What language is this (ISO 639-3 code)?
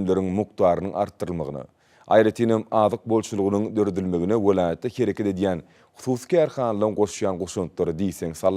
tuk